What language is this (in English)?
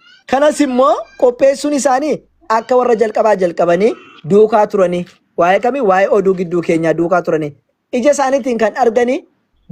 Oromo